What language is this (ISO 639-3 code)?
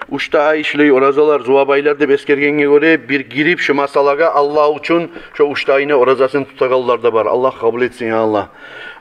kum